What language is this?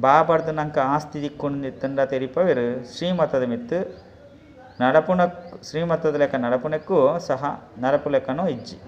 Tulu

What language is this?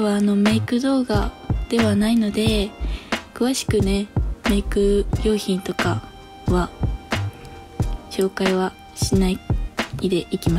Japanese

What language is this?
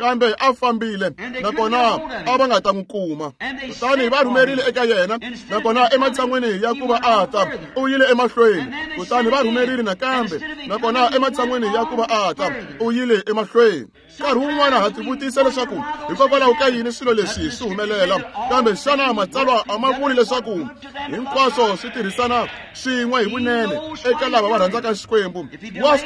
Tsonga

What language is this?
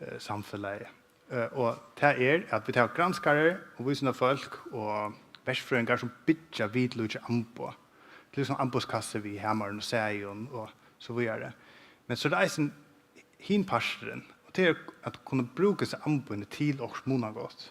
Faroese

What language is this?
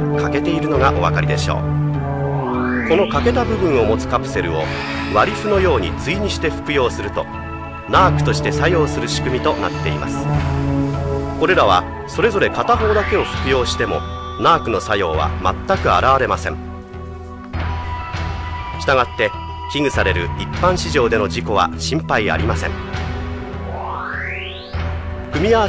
Japanese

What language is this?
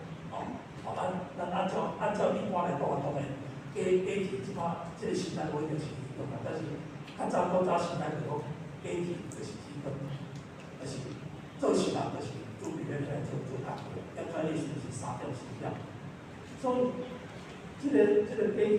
Min Nan Chinese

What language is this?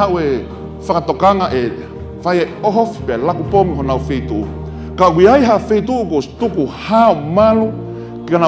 Tongan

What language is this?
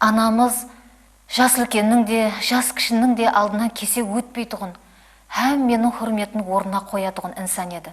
Kara-Kalpak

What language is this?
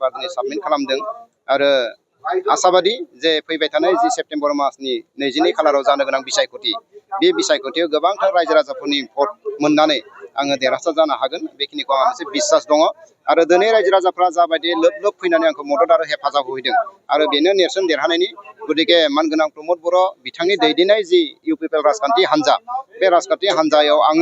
Bodo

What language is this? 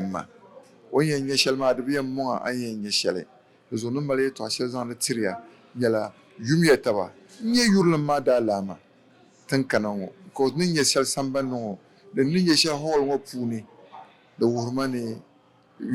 Dagbani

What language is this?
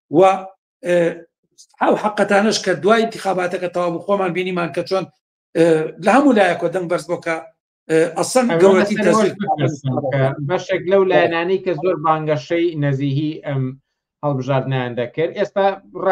Central Kurdish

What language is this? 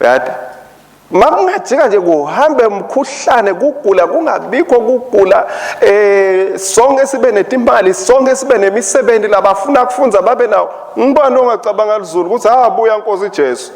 Swati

